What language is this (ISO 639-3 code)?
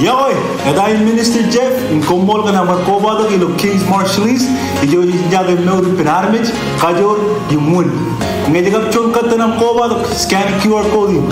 mah